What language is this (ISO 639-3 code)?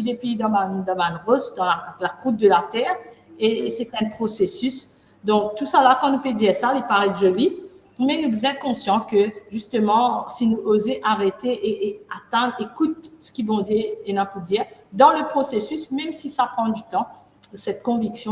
mfe